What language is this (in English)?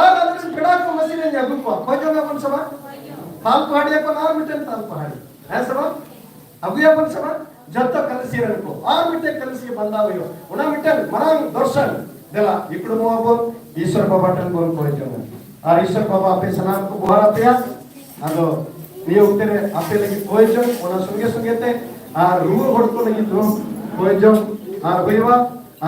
Santali